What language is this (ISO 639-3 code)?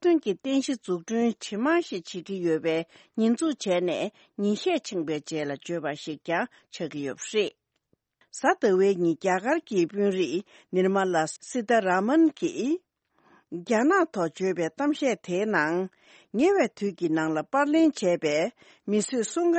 bod